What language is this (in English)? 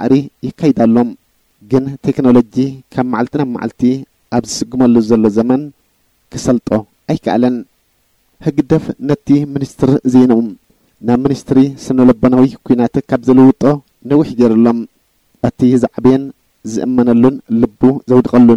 Tigrinya